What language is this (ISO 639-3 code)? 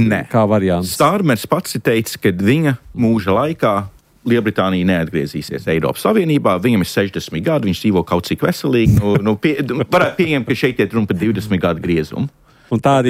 lav